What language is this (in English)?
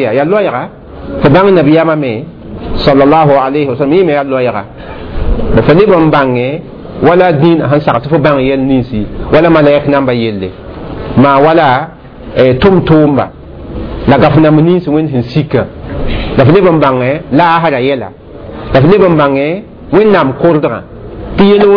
Mossi